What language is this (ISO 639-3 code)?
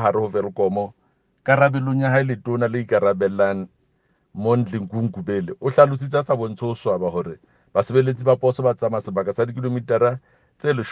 sot